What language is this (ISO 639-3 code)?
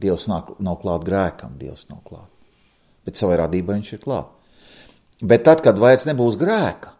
lav